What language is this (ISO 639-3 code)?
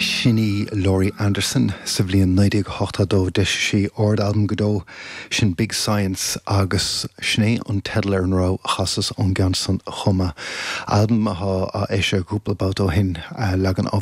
gle